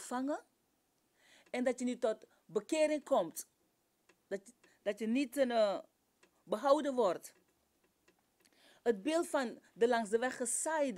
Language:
Dutch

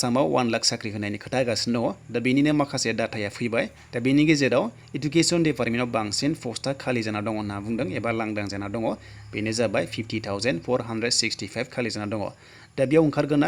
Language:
Bodo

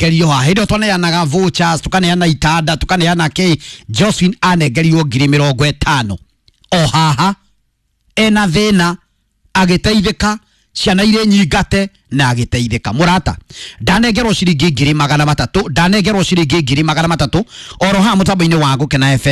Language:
Kikuyu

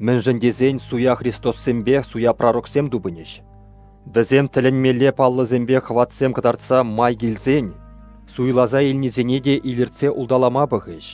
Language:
Chuvash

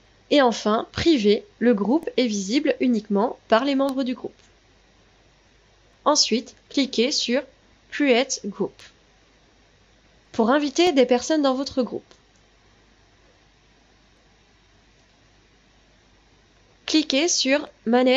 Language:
French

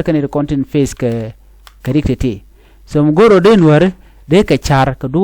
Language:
Nuer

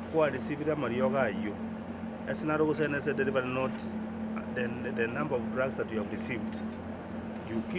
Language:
Gusii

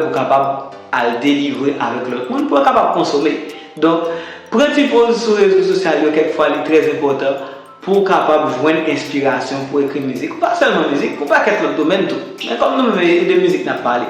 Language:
Haitian Creole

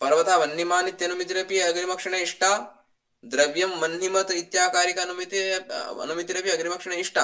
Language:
Sanskrit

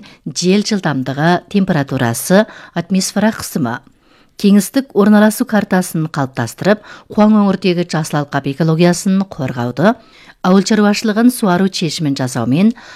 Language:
Kazakh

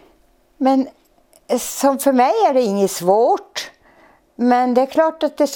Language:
Swedish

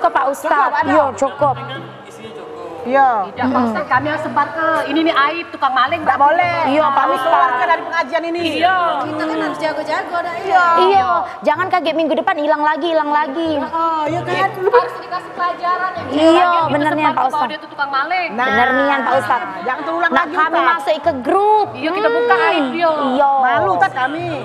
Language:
Musi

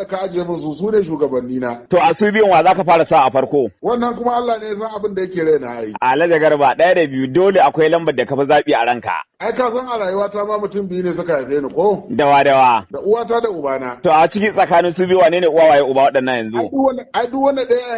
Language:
Hausa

